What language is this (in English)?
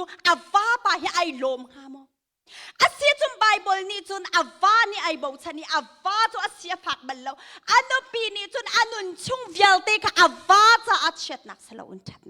Hakha Chin